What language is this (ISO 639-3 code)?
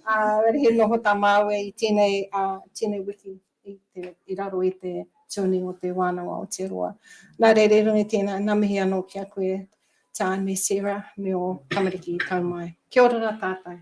mri